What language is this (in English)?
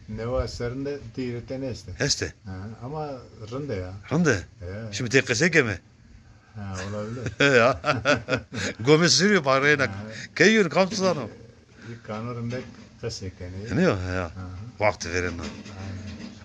Zaza